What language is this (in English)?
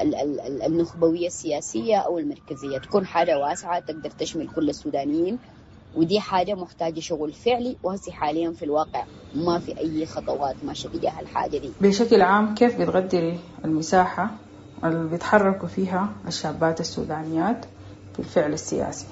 Sudanese Arabic